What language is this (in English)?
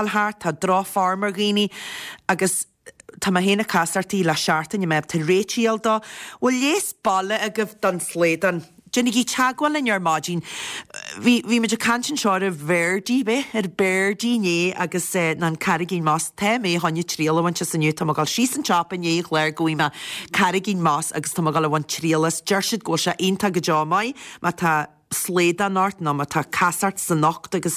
Irish